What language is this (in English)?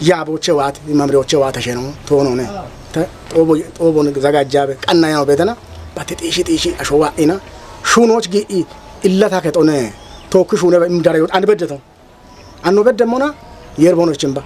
Kafa